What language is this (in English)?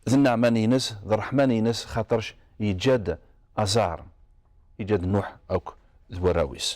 Kabyle